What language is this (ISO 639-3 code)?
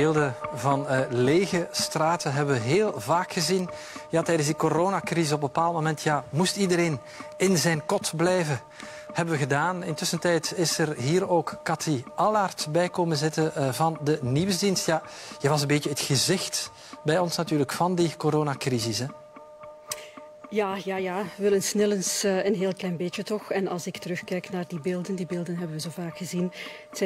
nld